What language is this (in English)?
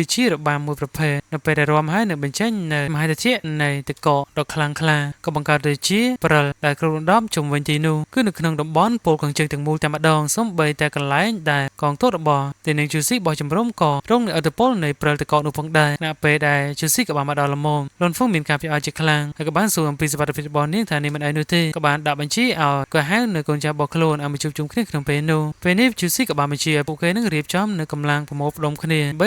Khmer